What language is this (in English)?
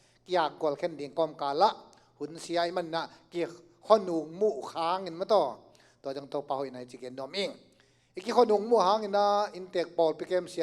Tedim Chin